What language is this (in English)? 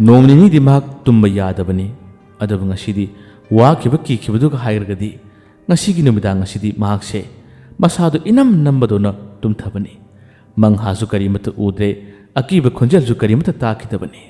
Manipuri